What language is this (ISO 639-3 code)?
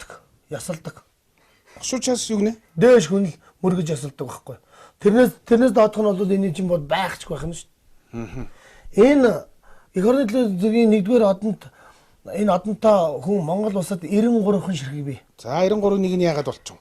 mon